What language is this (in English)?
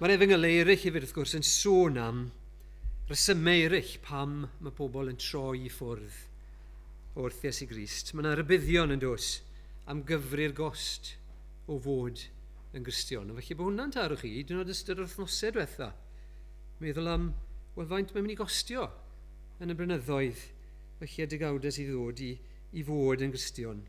Welsh